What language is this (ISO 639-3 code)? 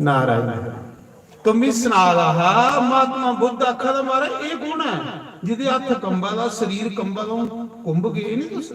doi